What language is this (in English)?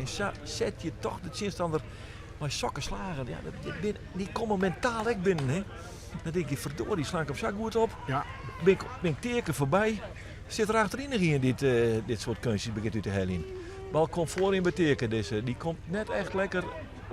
Western Frisian